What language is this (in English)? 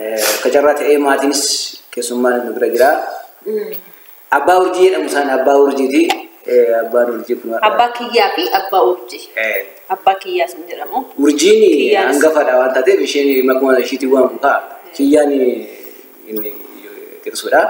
Oromo